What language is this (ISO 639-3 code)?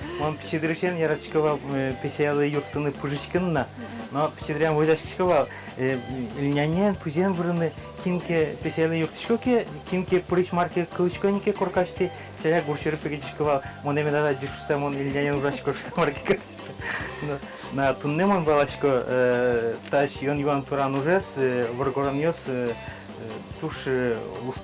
udm